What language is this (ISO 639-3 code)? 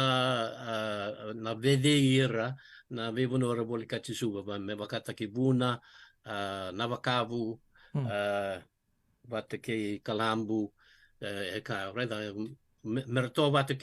fij